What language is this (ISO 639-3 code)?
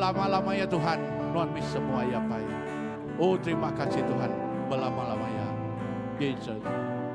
iba